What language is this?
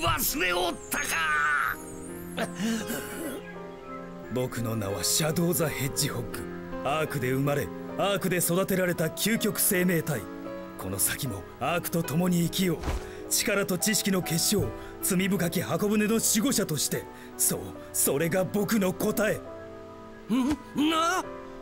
Japanese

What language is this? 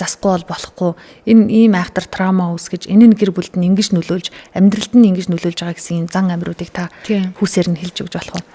Mongolian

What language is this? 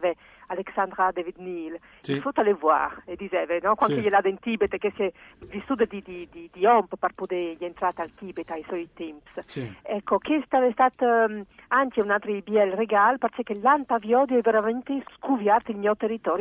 Friulian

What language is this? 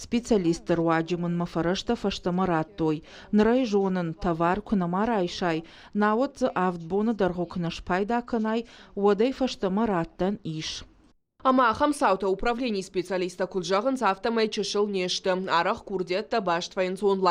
Ossetic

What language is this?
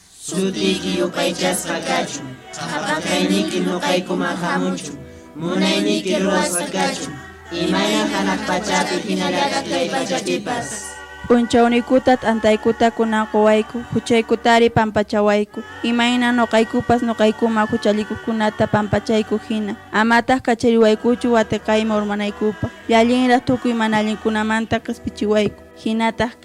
Quechua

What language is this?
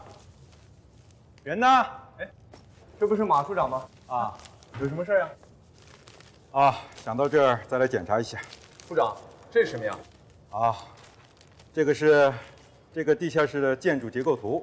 Chinese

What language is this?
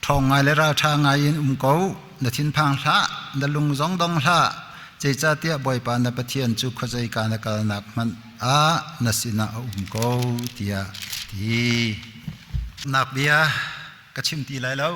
Hakha Chin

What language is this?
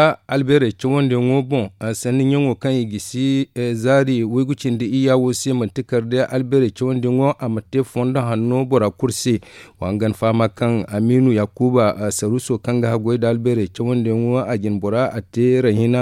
Zarma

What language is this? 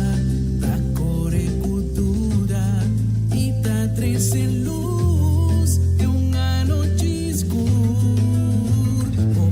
Papiamento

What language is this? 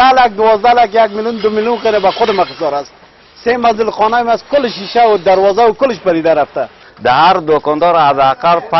Persian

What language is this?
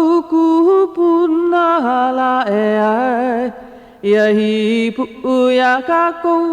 Hawaiian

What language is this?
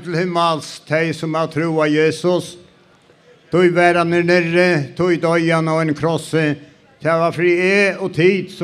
Faroese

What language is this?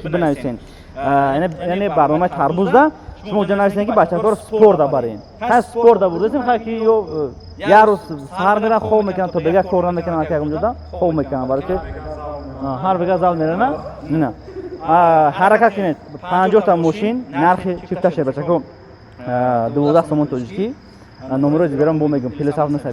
Tajik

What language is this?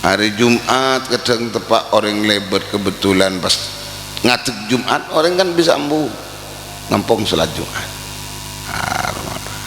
Madurese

